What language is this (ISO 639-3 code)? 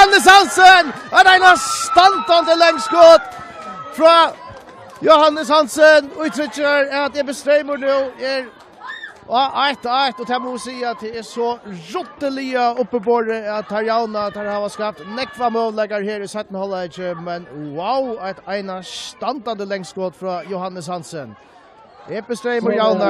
fao